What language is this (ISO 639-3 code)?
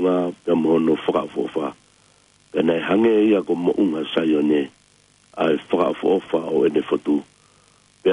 ton